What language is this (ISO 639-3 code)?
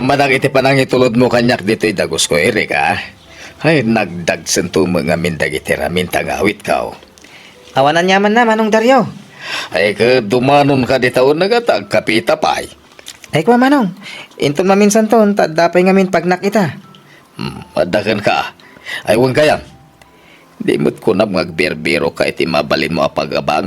ilo